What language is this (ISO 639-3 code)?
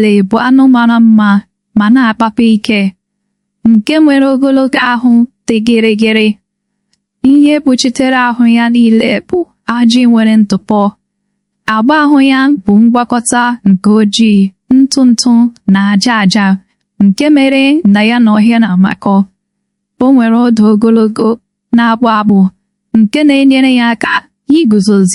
ibo